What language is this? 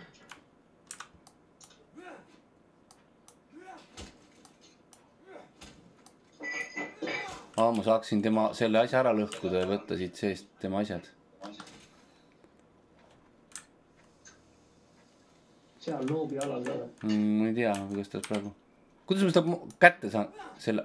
Estonian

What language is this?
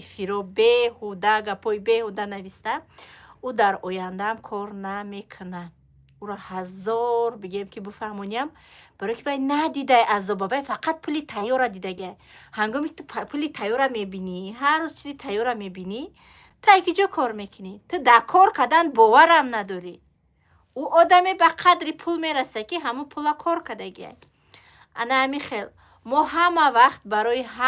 Tajik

